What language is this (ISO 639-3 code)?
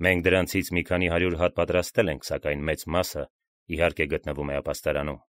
hye